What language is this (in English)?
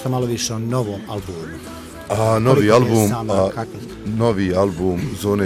Bosnian